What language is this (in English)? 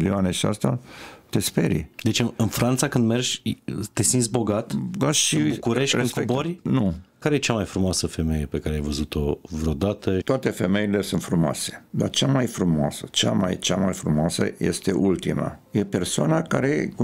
Romanian